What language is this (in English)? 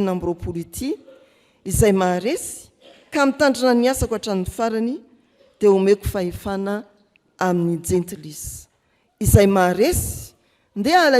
Malagasy